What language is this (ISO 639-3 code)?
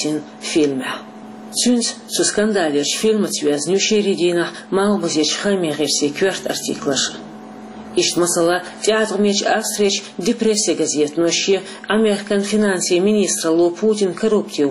che